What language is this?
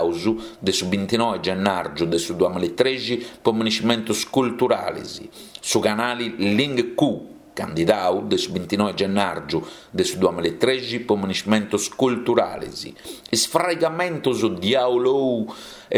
Sardinian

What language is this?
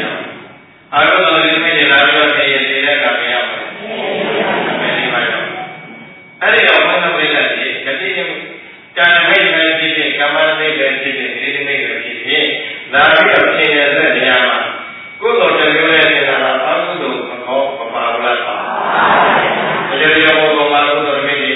Burmese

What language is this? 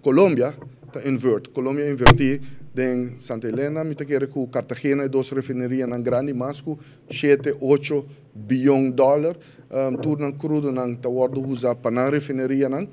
Papiamento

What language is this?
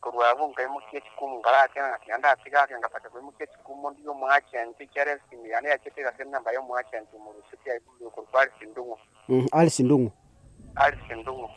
Gusii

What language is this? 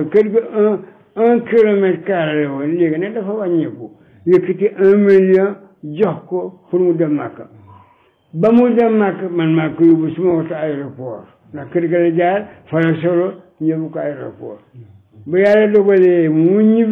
Wolof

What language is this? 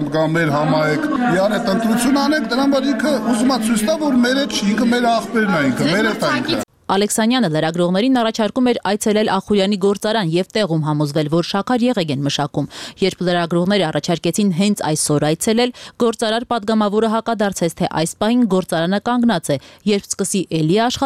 Armenian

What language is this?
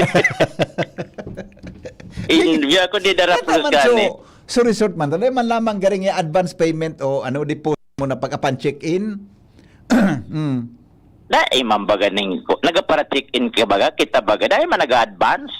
Bikol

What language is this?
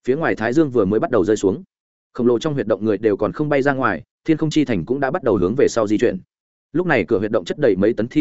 Vietnamese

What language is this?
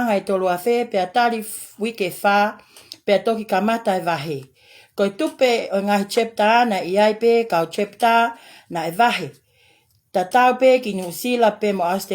Tongan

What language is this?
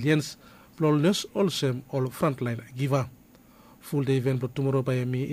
Bislama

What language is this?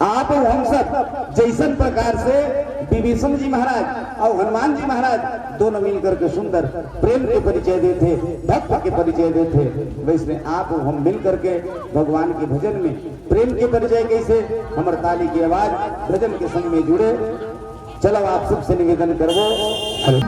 Chhattisgarhi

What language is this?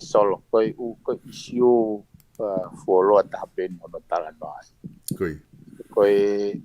Tongan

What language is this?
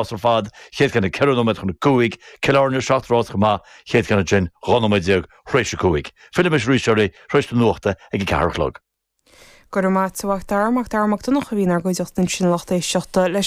Irish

